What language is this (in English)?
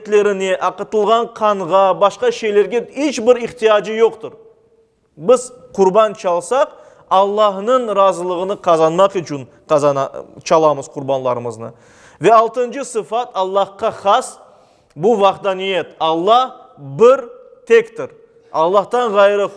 Crimean Tatar